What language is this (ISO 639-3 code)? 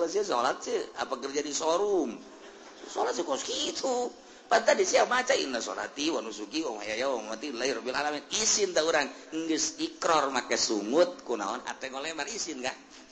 sun